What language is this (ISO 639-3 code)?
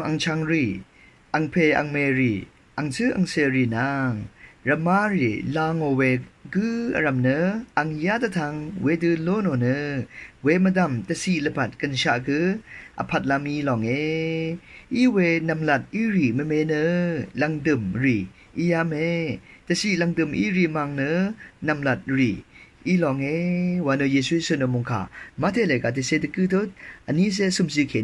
raw